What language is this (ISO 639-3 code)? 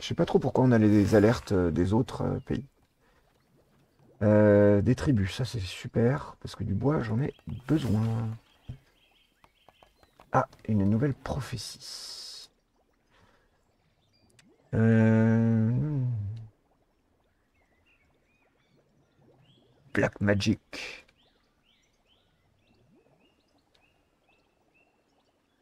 fra